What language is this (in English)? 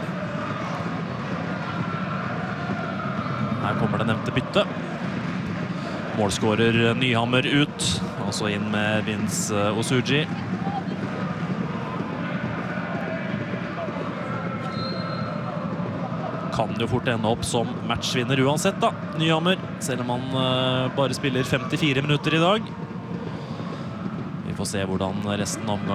Norwegian